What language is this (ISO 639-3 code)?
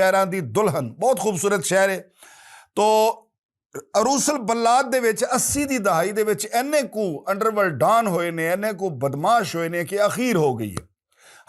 lah